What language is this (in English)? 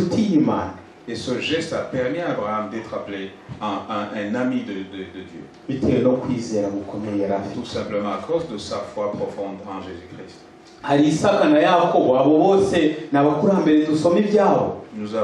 Kinyarwanda